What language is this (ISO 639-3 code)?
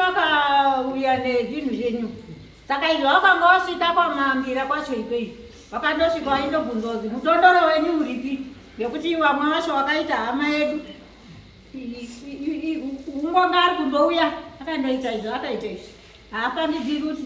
sna